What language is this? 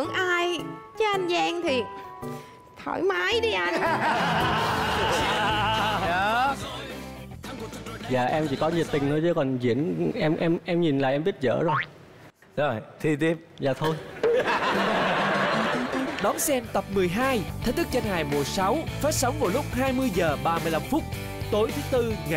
Vietnamese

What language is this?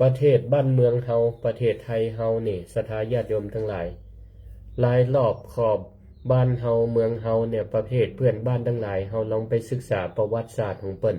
Northern Thai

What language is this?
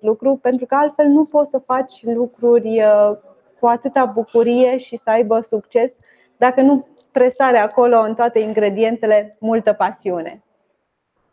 Romanian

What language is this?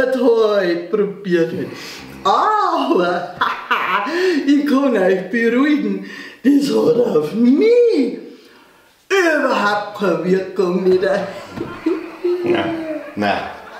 Bavarian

